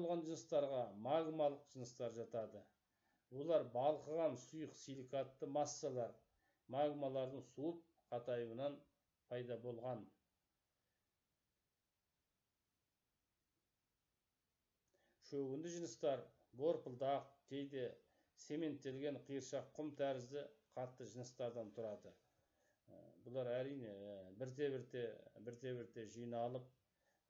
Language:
Kazakh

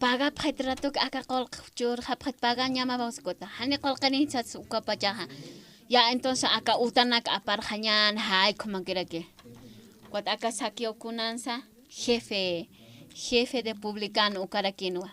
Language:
Aymara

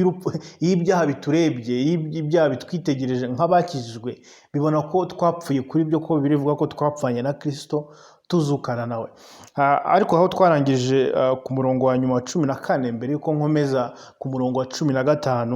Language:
Kinyarwanda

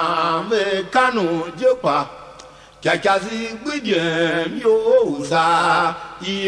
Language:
Tiv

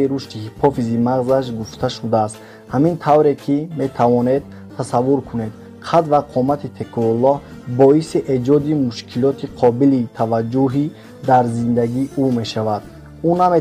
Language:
Tajik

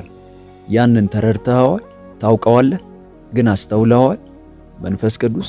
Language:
Amharic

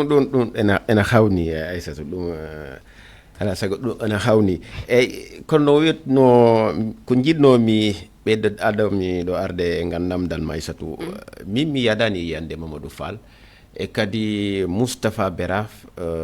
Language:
Fula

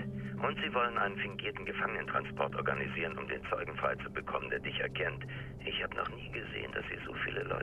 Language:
Bavarian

